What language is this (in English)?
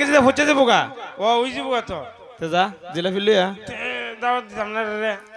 Sylheti